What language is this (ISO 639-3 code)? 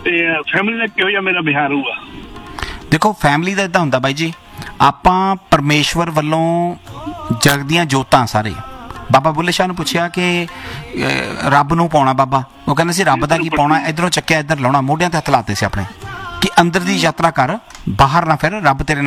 pan